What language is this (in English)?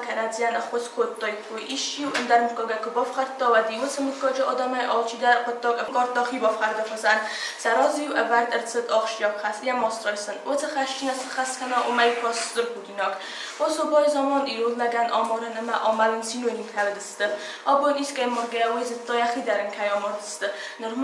Ossetic